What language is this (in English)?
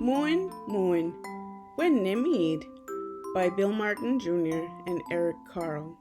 Mi'kmaw